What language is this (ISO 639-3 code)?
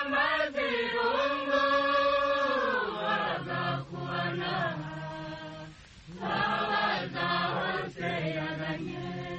kin